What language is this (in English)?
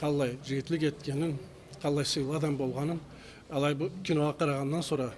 Karachay-Balkar